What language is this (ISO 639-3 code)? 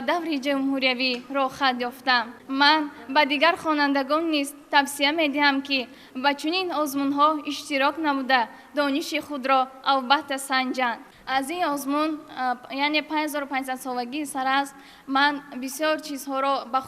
tgk